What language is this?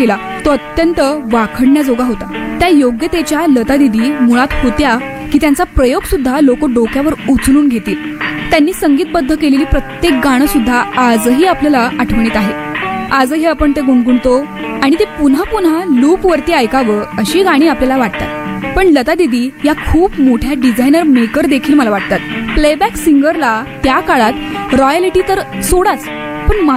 Marathi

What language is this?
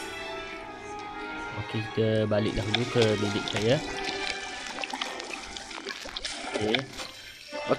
Malay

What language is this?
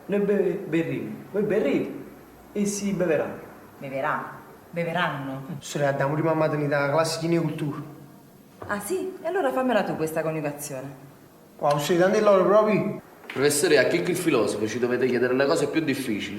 Neapolitan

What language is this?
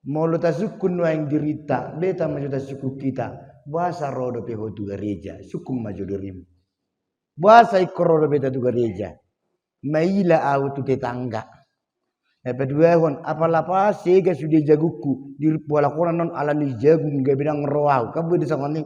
Batak Toba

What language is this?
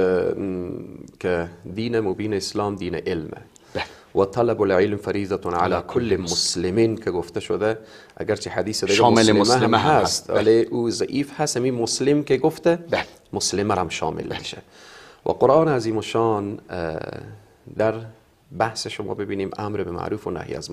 Persian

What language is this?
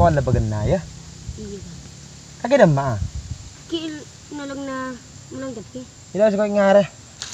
Madurese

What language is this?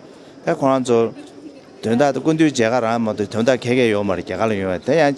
Tibetan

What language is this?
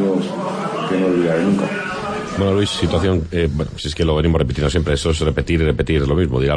Spanish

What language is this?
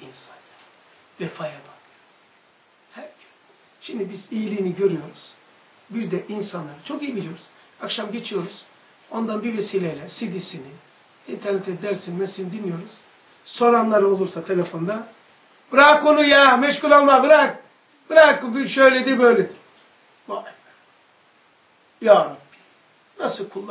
Turkish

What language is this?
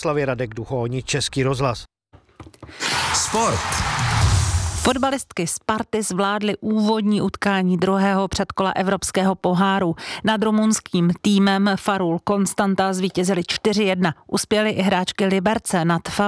Czech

